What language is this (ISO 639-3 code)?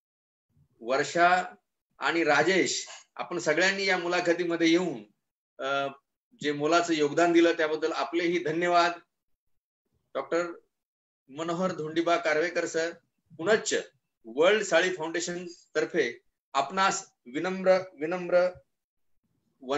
mar